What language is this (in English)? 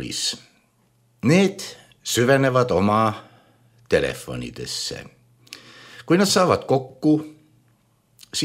Estonian